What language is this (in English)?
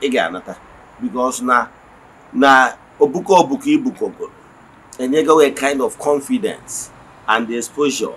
Igbo